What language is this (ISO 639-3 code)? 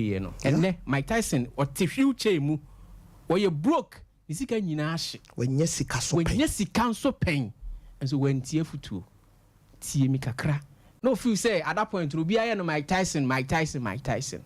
aka